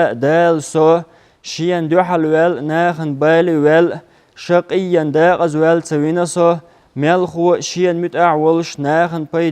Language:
Chechen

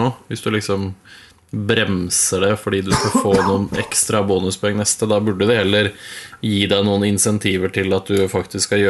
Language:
Norwegian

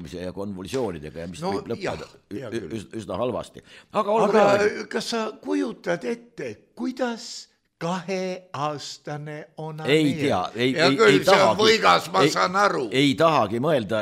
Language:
Estonian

